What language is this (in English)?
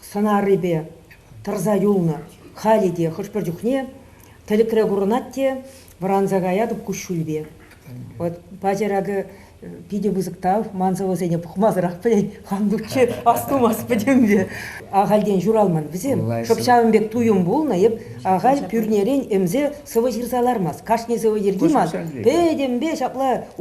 Chuvash